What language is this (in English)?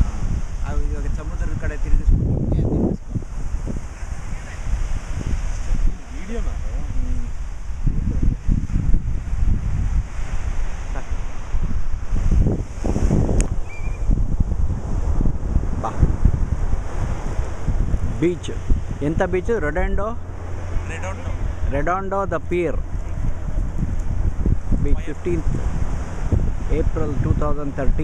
Kannada